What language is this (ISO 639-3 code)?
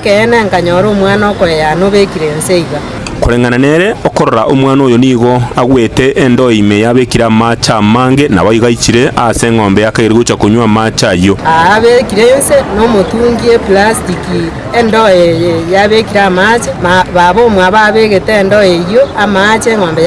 guz